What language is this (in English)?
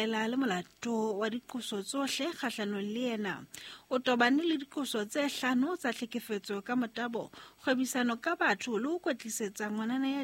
Southern Sotho